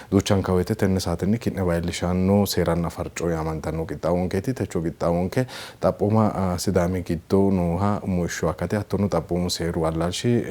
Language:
Sidamo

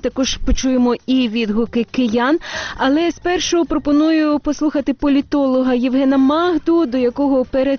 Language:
Ukrainian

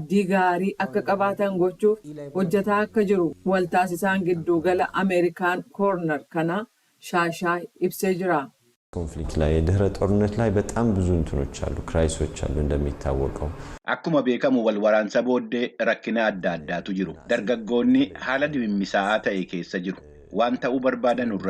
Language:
Oromo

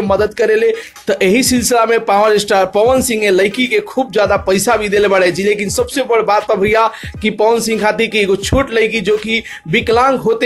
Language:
Bhojpuri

